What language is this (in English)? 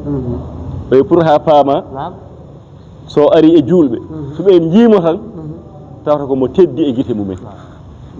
Fula